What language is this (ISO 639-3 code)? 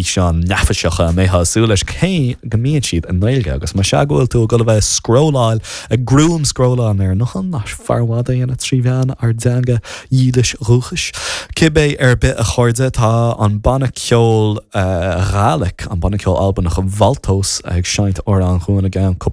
gle